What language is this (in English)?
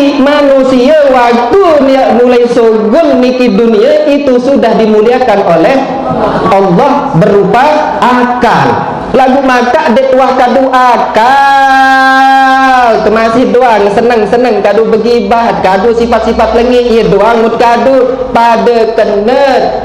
Sasak